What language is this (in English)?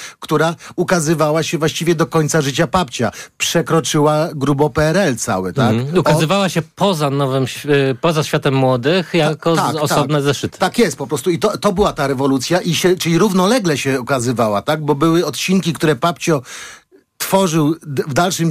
Polish